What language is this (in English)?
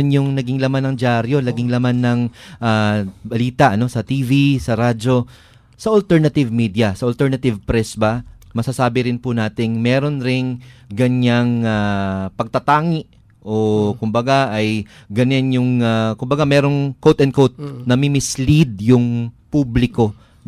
Filipino